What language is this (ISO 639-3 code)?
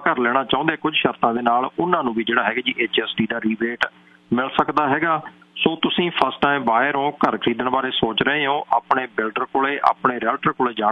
pan